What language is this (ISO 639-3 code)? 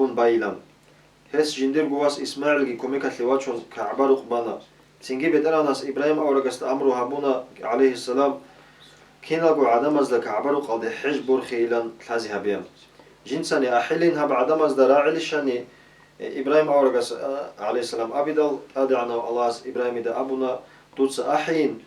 ava